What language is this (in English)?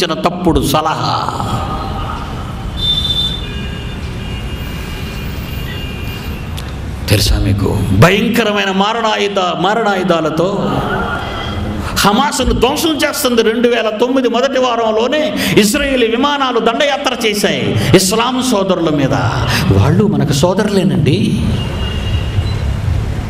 Telugu